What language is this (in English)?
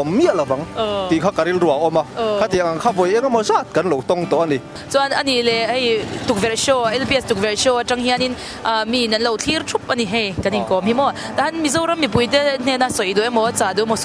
Mizo